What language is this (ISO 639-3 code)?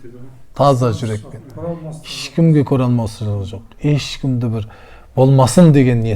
kaz